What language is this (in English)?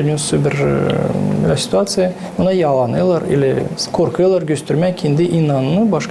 Gagauz